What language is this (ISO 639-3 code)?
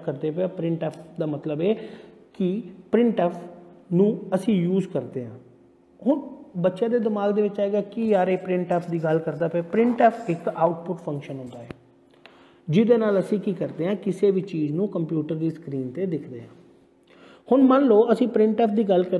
pan